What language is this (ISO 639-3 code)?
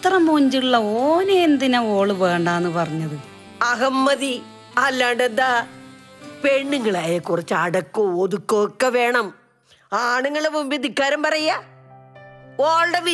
mal